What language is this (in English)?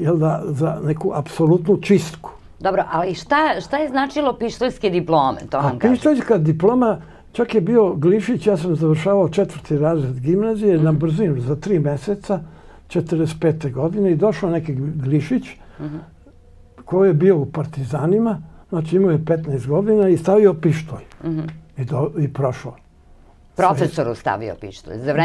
Serbian